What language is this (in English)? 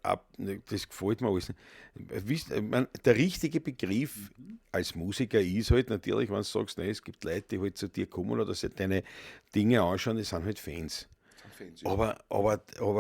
Bavarian